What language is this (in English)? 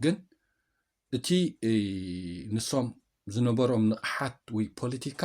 Tigrinya